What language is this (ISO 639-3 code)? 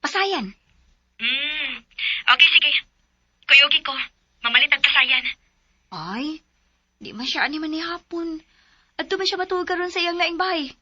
ceb